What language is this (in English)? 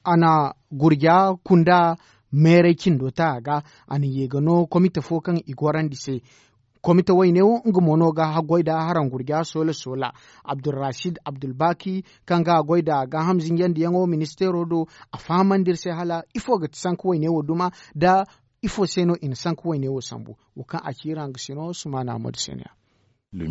Zarma